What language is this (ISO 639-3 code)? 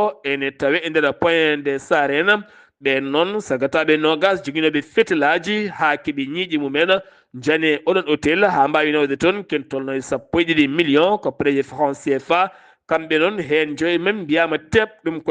ful